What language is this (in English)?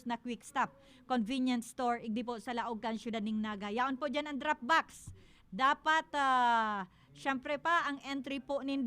Bikol